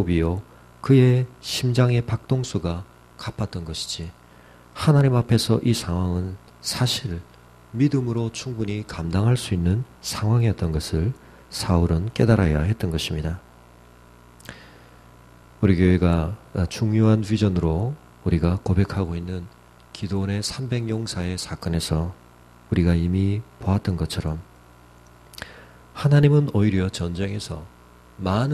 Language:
Korean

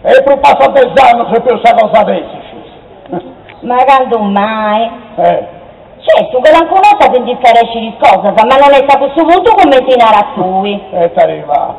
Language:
Sardinian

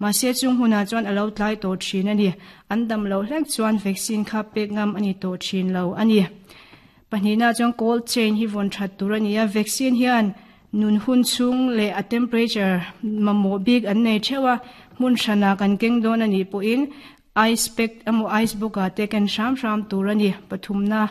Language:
Mizo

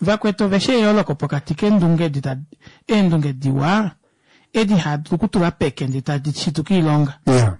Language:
Kuanyama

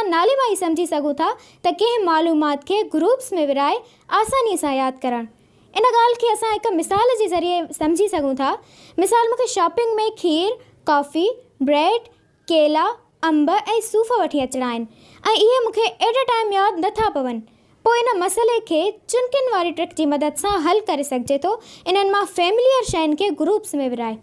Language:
Sindhi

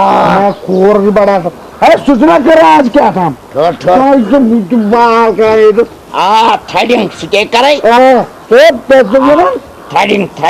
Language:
Kashmiri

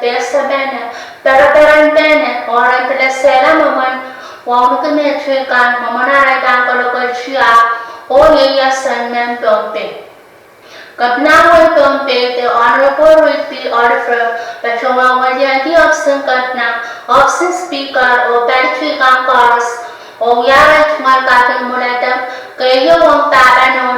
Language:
Pohnpeian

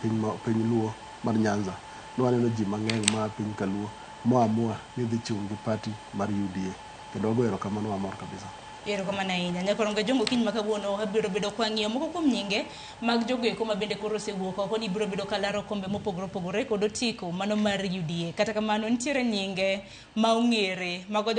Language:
Luo (Kenya and Tanzania)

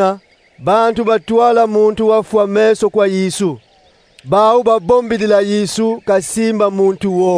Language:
Kongo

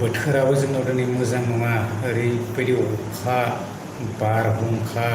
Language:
Bodo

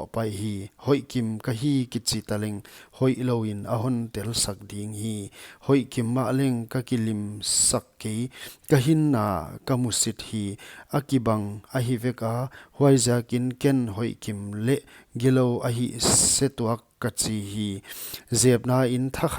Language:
Paite Chin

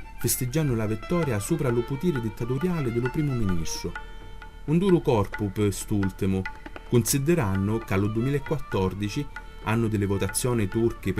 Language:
Sicilian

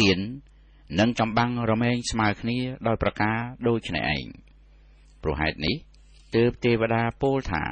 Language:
Khmer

